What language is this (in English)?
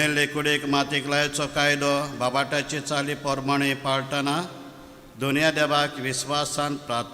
Konkani